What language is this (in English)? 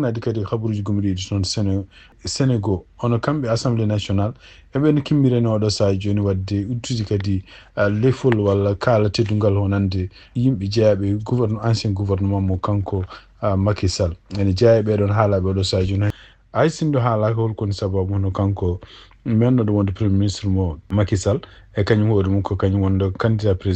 Fula